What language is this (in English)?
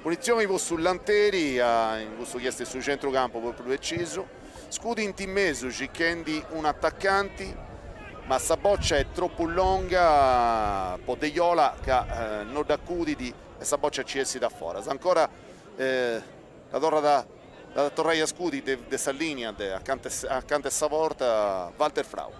Sardinian